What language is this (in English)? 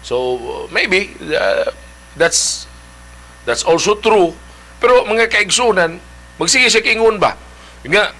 Cebuano